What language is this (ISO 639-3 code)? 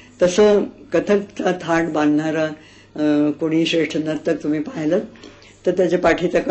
mar